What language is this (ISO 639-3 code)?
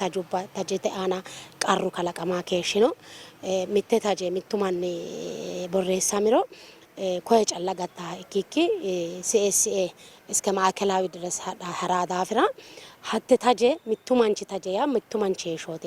sid